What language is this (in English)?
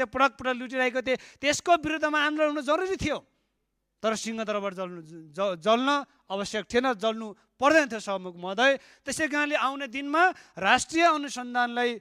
Nepali